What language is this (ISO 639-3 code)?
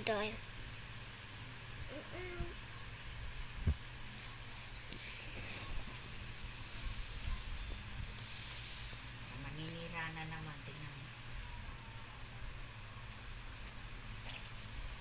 eng